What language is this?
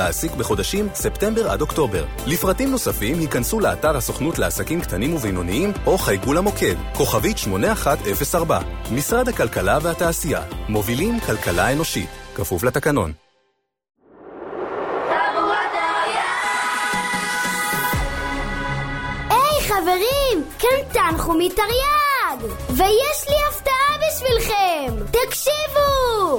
Hebrew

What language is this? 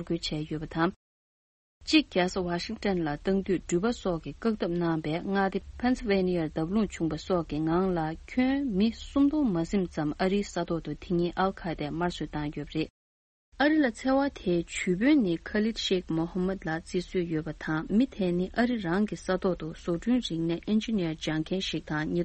Tibetan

